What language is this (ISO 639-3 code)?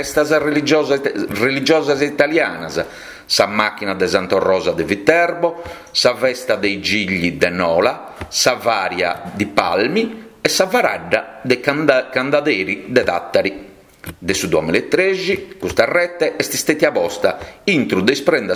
srd